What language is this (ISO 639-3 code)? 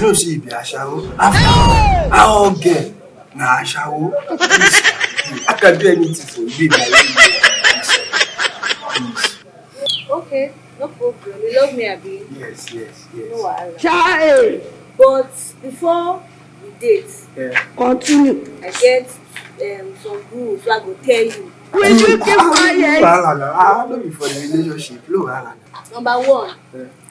pcm